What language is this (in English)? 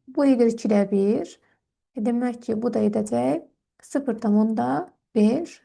Azerbaijani